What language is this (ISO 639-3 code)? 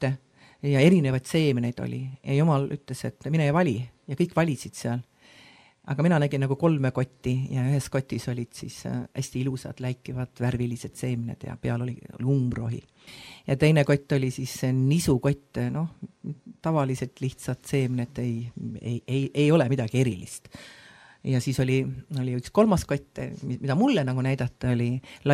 est